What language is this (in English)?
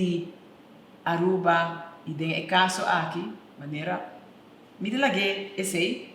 Papiamento